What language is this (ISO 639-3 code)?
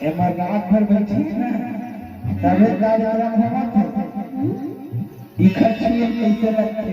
hne